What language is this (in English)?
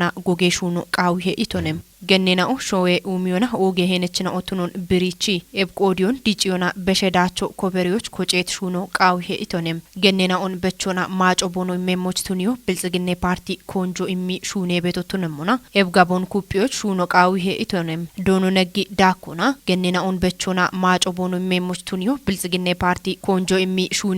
Kafa